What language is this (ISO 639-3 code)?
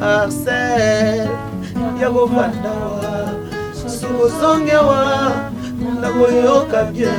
lin